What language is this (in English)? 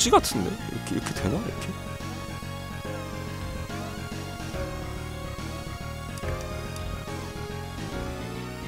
Korean